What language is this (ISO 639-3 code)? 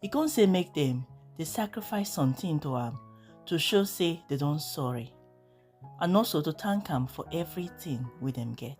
pcm